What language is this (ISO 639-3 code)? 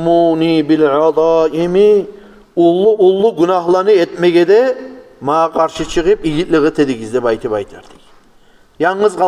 kum